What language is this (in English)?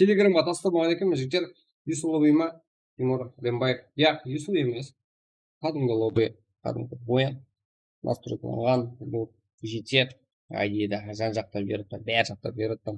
Kara-Kalpak